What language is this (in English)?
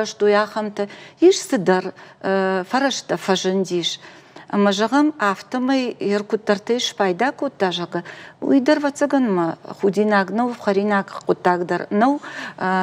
Ossetic